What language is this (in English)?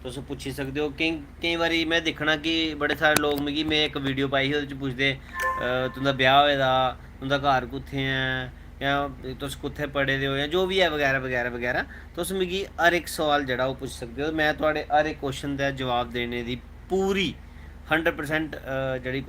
Dogri